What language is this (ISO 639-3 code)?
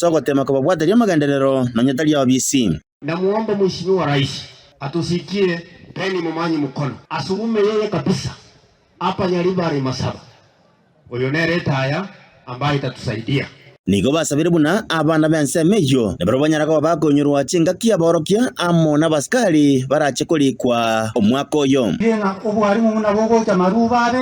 guz